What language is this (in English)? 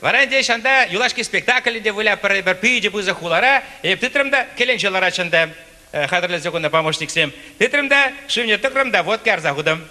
Chuvash